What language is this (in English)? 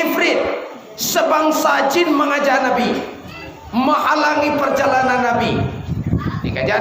Minangkabau